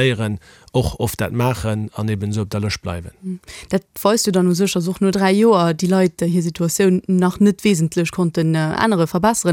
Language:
Luxembourgish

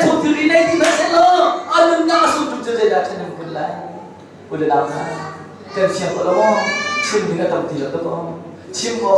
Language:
Hakha Chin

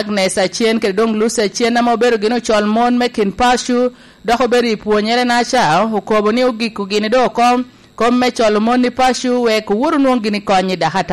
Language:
Lango (Uganda)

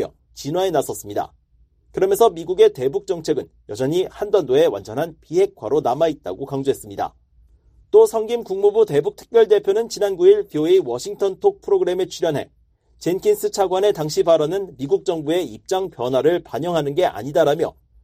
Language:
Korean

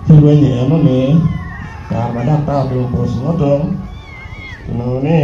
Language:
Acoli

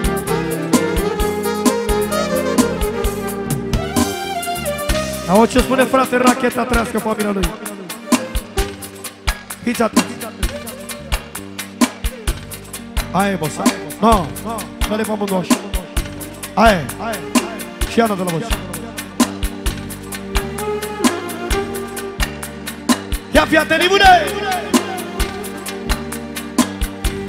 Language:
Romanian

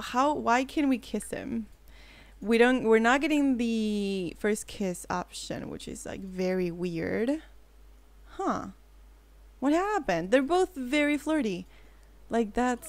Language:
English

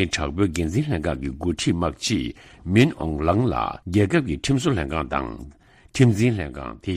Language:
Tibetan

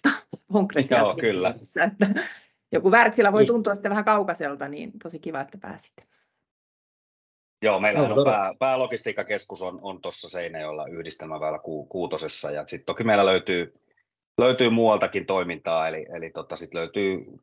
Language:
Finnish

